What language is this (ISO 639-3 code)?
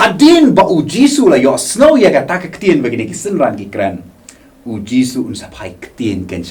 kha